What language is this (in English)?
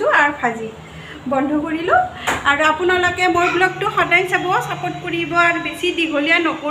Assamese